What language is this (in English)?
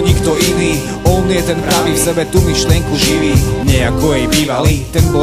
Slovak